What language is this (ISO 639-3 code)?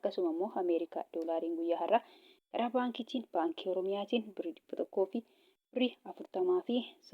orm